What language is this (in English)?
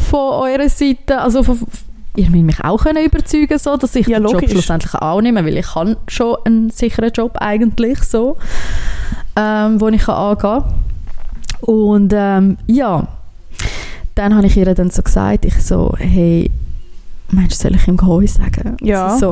German